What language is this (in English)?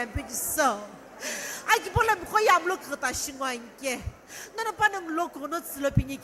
Sumi Naga